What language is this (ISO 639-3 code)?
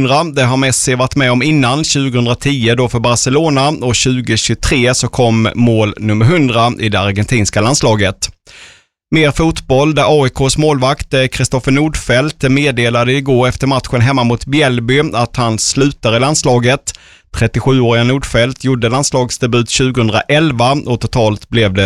swe